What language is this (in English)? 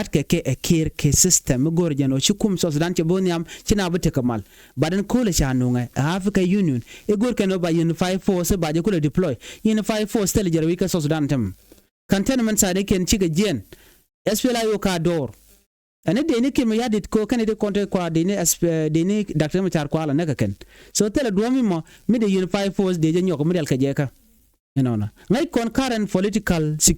Nuer